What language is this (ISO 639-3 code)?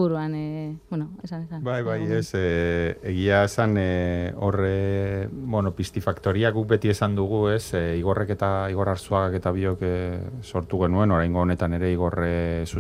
eus